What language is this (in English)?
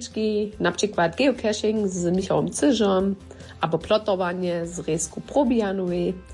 Upper Sorbian